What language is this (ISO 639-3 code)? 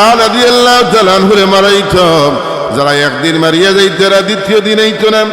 syl